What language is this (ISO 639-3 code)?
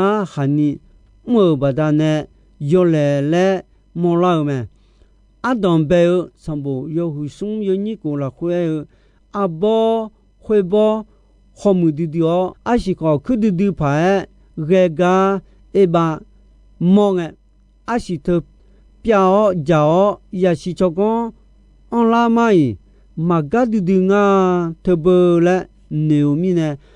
ahk